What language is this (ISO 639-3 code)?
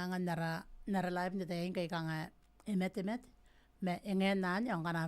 gil